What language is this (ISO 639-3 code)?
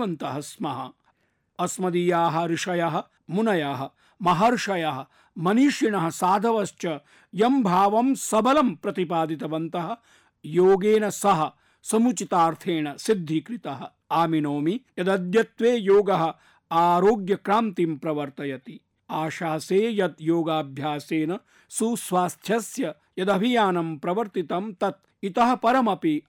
san